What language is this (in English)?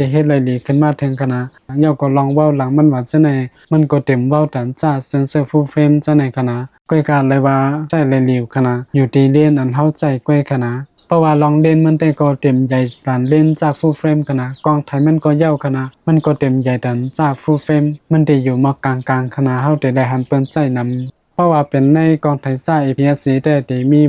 Shan